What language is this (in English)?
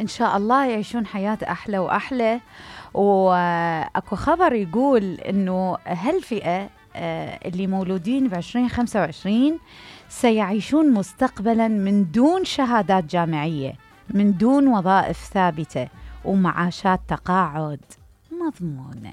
Mesopotamian Arabic